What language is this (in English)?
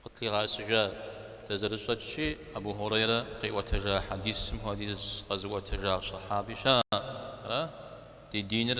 Kabardian